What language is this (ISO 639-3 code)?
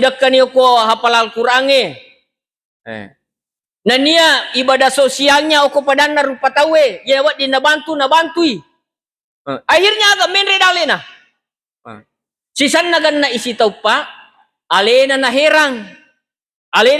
bug